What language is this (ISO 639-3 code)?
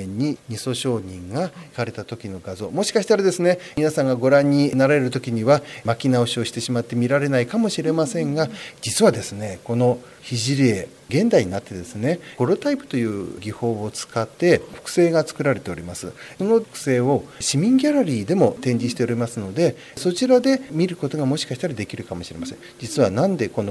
jpn